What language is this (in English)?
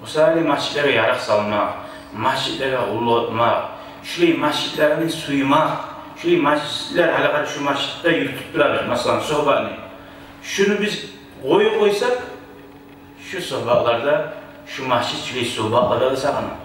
Kumyk